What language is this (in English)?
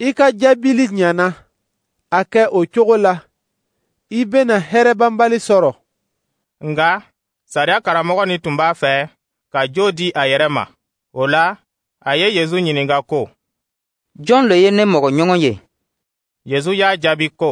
Dyula